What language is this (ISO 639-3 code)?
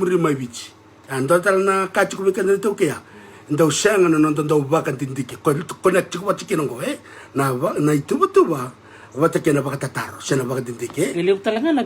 fij